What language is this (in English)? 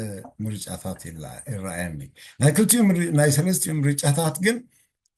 Tigrinya